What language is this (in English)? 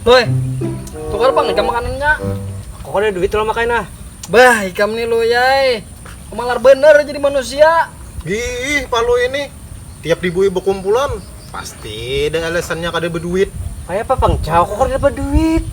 Banjar